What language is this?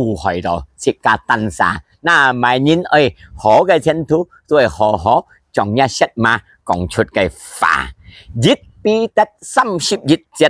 Hakka Chinese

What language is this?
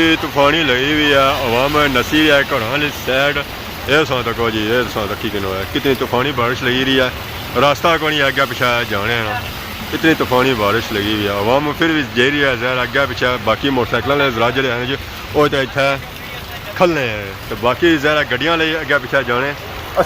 Pahari-Potwari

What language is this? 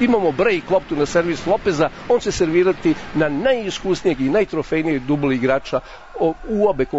Serbian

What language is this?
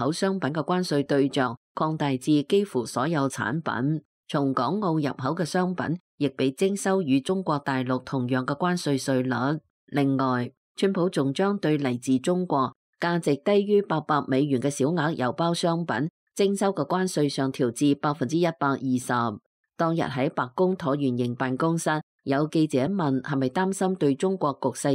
Cantonese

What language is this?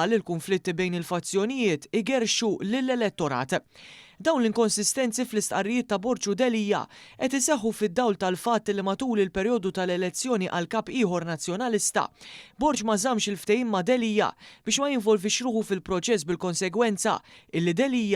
Maltese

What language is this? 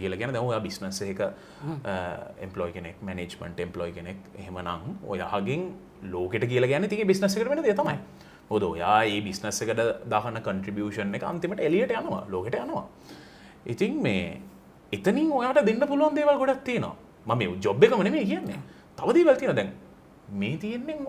Sinhala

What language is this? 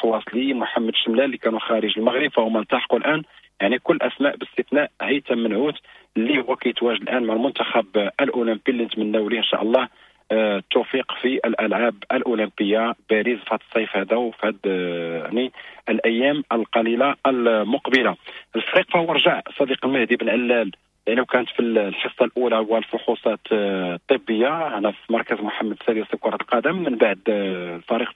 Moroccan Arabic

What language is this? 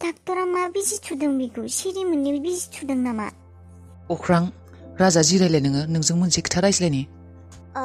Bodo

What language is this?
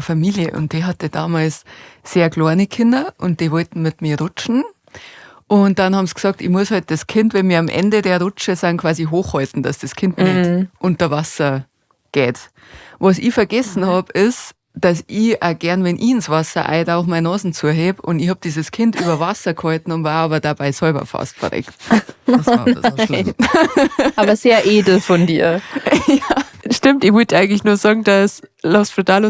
Bavarian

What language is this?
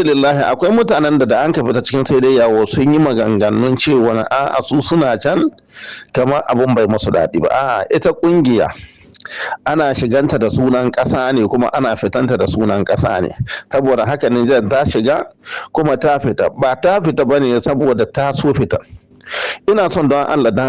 Hausa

